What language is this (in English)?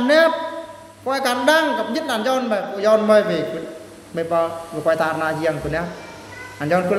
Eastern Bru